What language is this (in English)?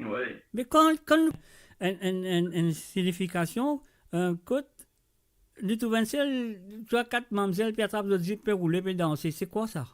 Morisyen